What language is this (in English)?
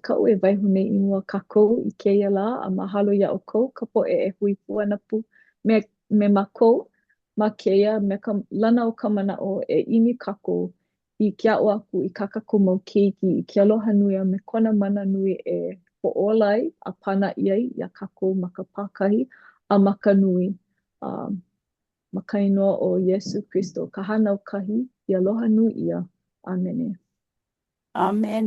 Hawaiian